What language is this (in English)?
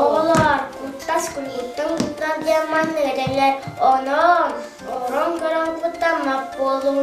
Yakut